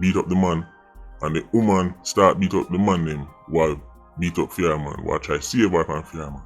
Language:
Jamaican Creole English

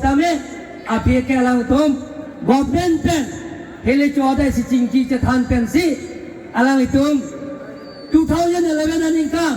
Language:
Karbi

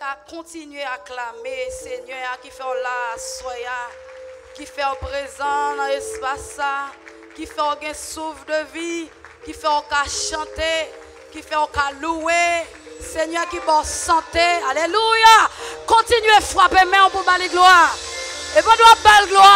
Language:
Haitian Creole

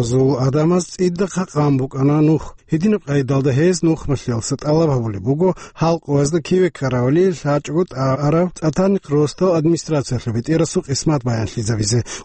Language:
Avaric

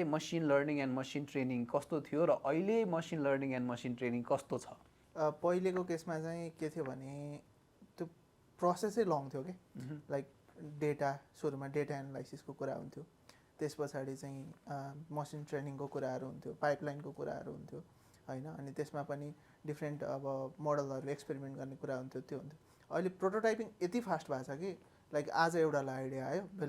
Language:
Nepali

